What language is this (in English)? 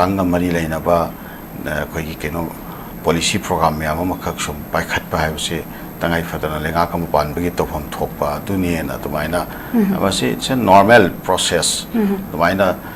Manipuri